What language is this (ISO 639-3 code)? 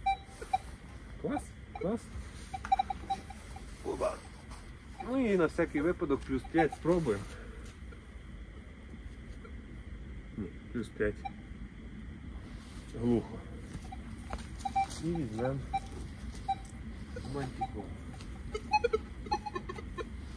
ukr